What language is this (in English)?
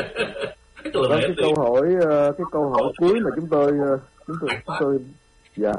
Vietnamese